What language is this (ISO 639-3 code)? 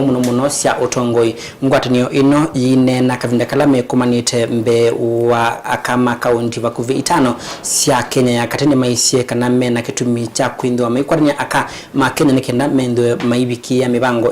kam